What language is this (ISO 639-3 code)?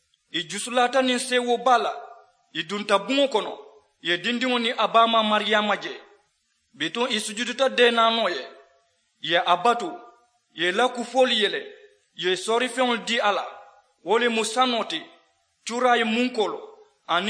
man